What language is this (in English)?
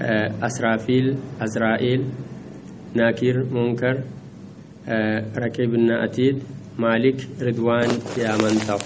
Sidamo